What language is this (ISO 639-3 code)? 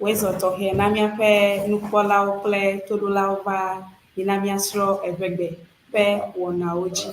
ewe